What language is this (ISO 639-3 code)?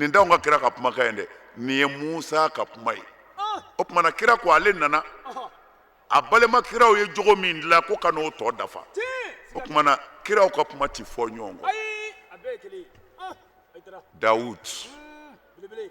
bam